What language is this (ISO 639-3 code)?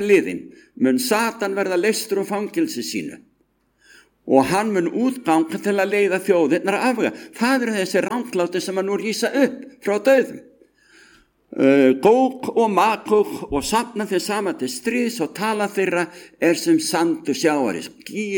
isl